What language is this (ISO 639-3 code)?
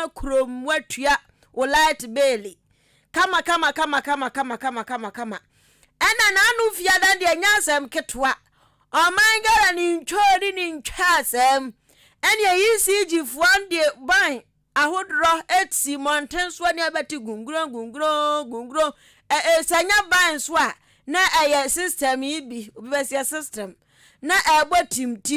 aka